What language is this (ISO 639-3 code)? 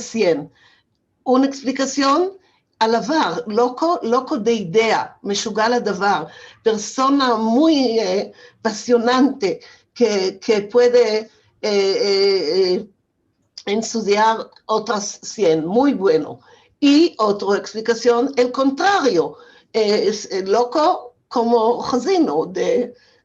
lad